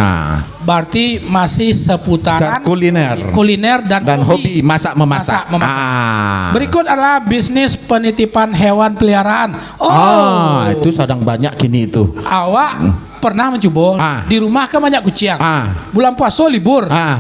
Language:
Minangkabau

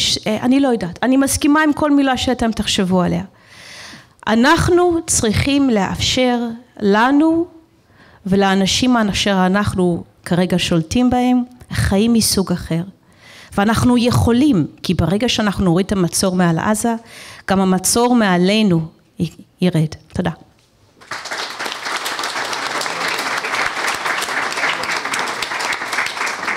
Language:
Hebrew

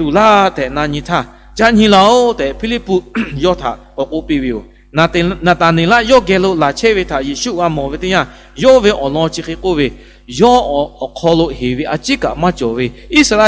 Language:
Lahu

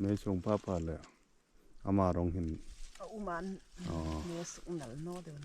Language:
Hmar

